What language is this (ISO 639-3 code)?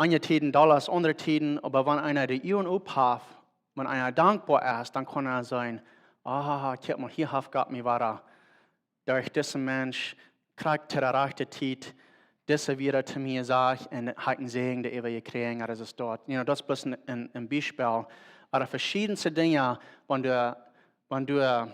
pdt